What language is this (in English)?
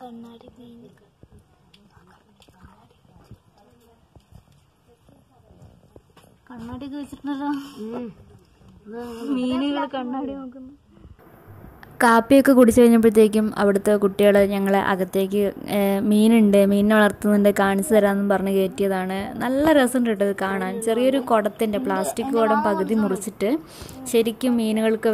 Malayalam